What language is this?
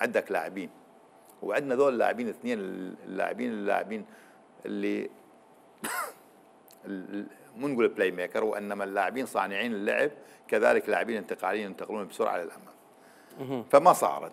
Mesopotamian Arabic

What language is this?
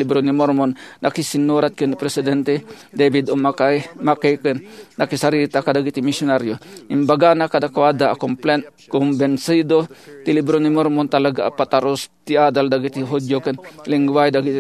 Iloko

